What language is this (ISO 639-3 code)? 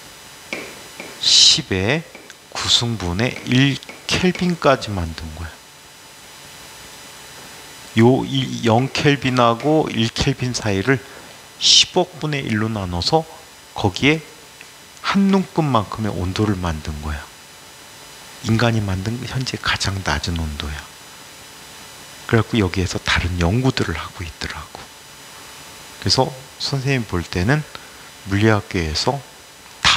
kor